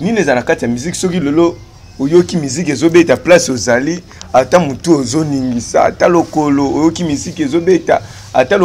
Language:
Lingala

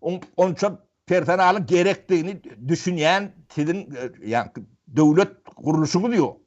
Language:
Turkmen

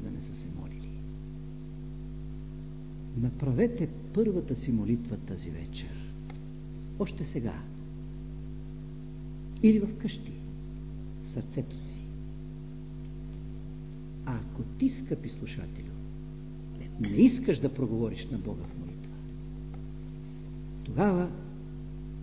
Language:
Bulgarian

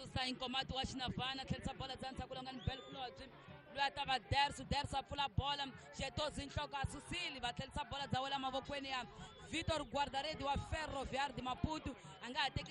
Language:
Tsonga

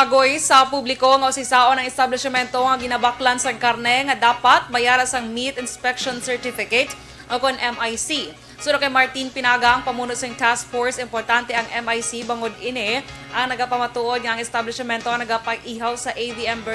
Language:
Hiligaynon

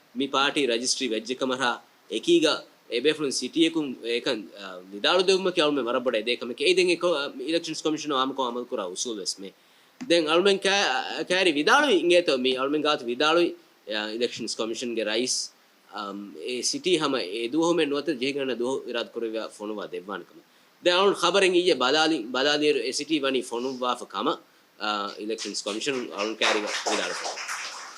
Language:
Divehi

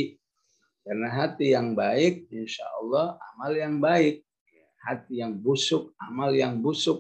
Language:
Indonesian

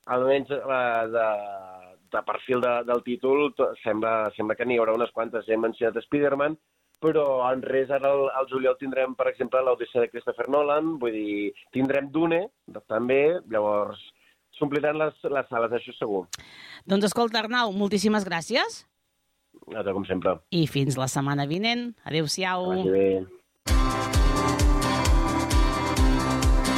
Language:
Catalan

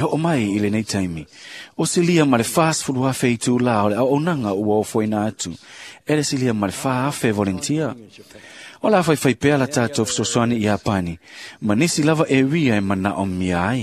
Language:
Samoan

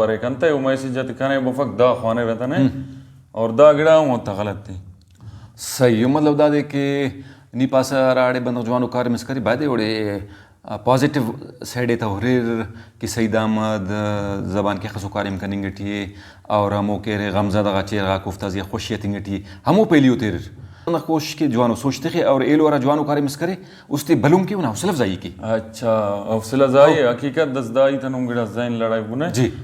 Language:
Brahui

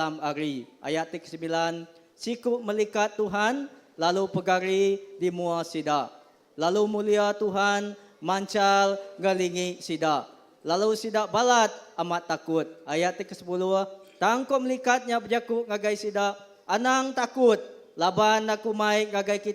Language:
Iban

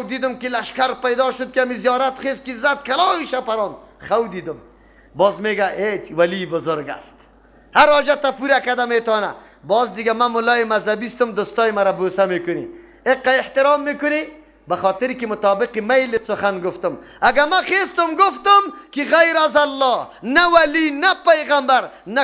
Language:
Persian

